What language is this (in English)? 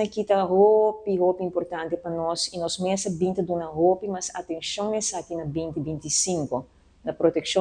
Papiamento